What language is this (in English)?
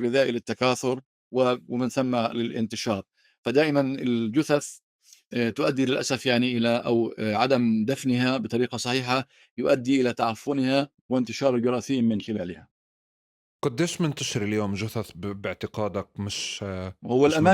North Levantine Arabic